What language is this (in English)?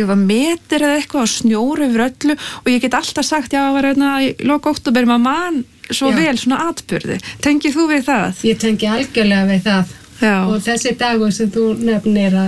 Icelandic